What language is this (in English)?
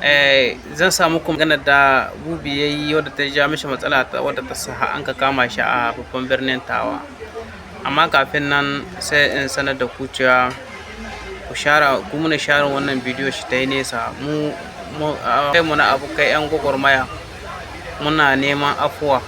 Hausa